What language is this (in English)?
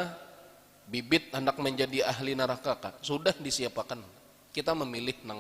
Banjar